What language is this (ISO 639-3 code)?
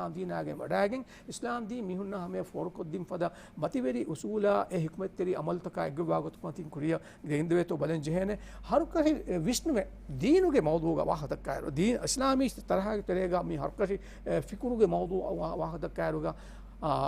div